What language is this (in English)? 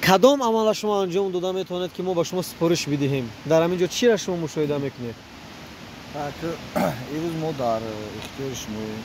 Tajik